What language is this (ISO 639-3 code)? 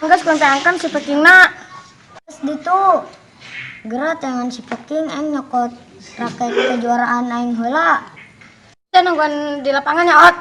sun